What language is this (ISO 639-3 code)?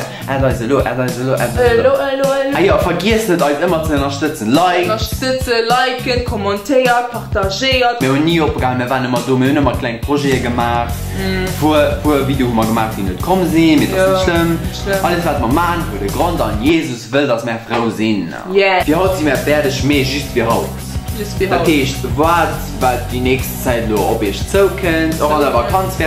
ltz